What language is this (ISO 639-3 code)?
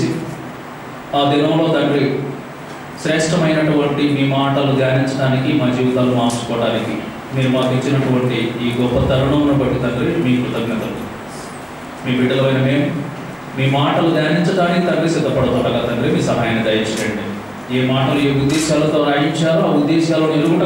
tel